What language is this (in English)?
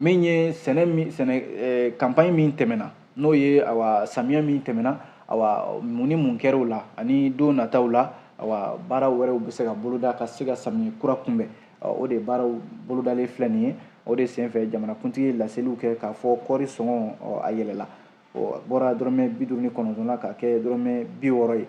Bambara